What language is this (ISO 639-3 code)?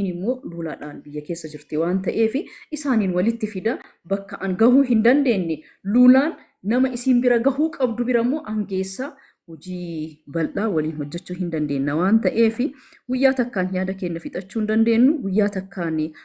orm